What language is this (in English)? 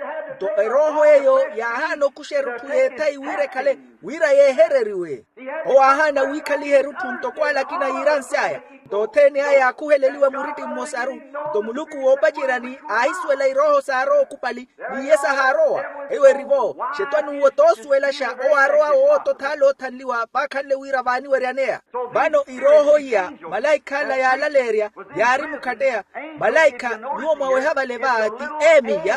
Makhuwa